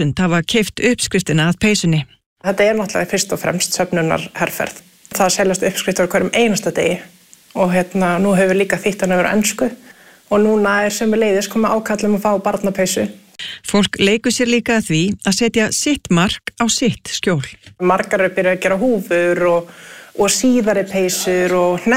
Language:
Icelandic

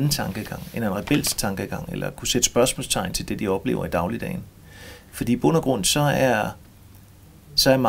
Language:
Danish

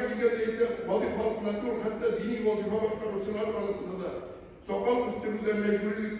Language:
Tatar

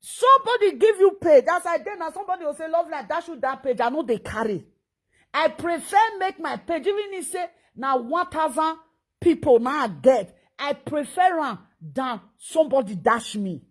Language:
Nigerian Pidgin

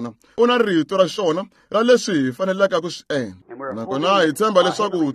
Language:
Tsonga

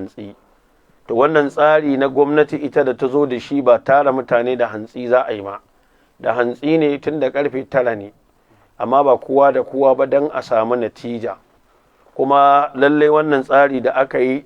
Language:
Hausa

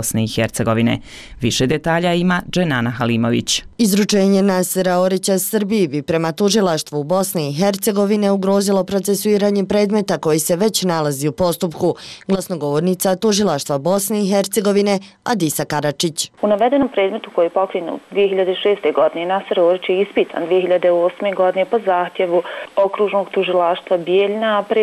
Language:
Bosnian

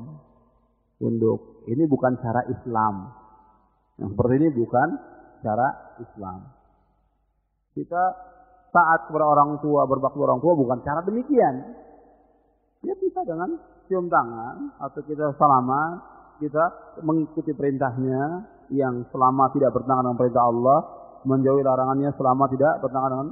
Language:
Indonesian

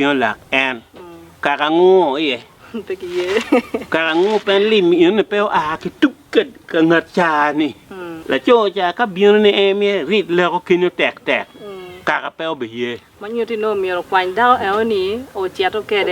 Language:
Acoli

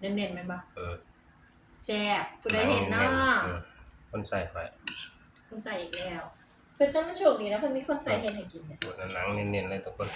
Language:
Northeastern Thai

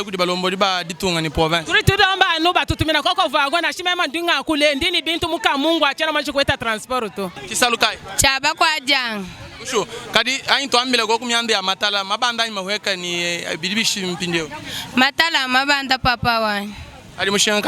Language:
Luba-Lulua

